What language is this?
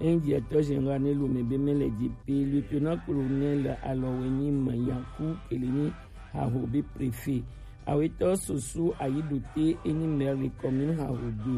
Gen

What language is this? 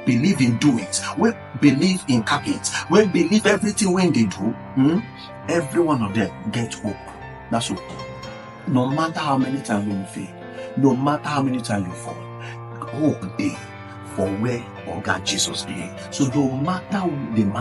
Nigerian Pidgin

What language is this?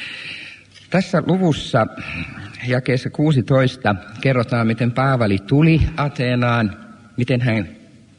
Finnish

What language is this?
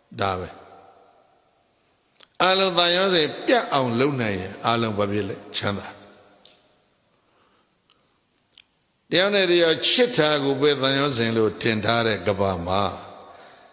Burmese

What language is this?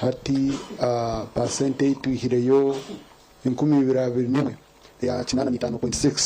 Nyankole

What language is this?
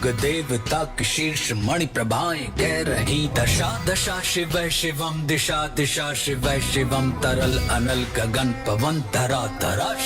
Chhattisgarhi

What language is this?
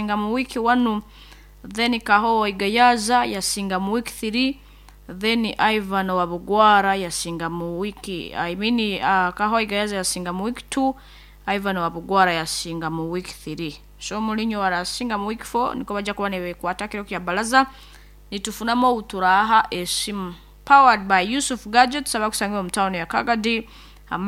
Nyoro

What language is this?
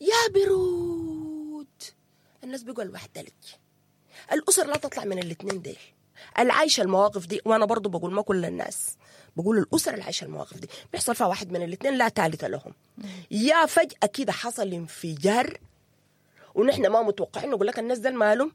Sudanese Arabic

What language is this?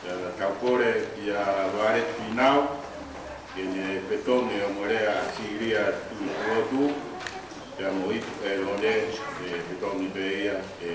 Tongan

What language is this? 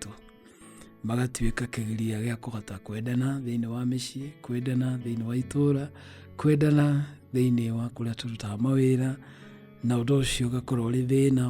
Kikuyu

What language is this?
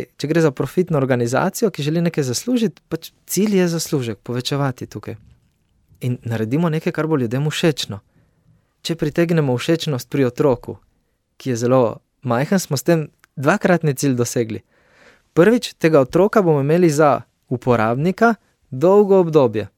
Slovenian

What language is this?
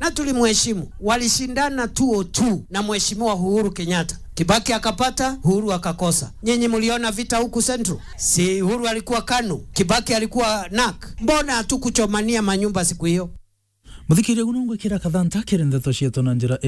Meru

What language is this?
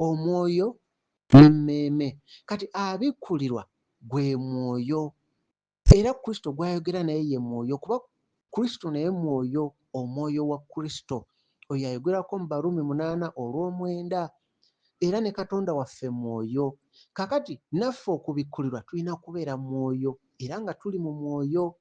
Ganda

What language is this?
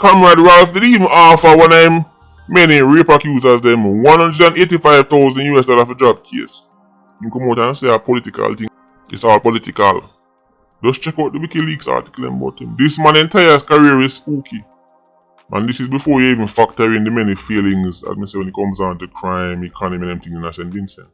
Jamaican Creole English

